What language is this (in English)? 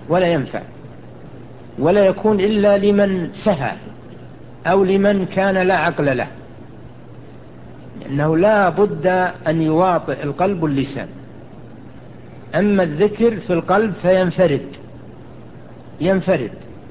Arabic